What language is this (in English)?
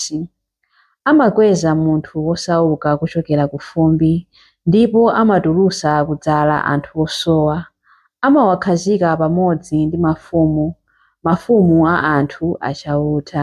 Nyanja